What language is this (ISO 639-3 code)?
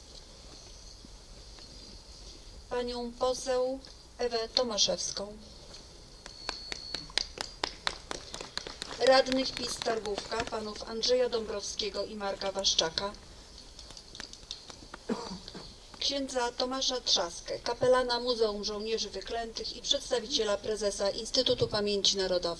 pol